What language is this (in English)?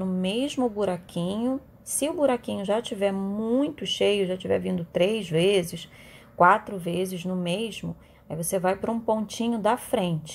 Portuguese